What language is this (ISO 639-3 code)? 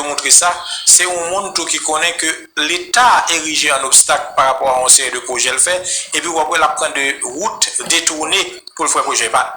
hat